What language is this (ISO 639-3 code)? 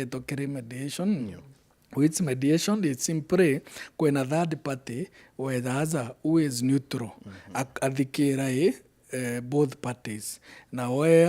mer